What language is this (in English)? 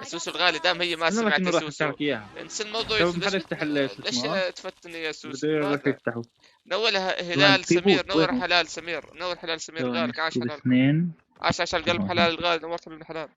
North Levantine Arabic